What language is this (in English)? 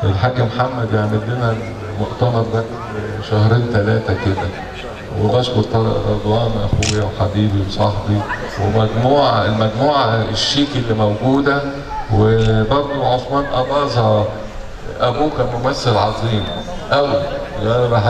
Egyptian Arabic